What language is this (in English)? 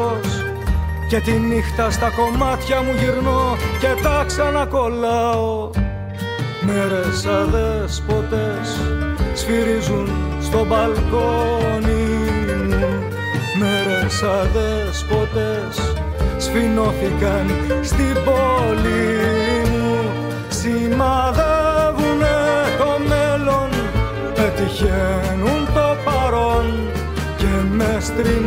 Greek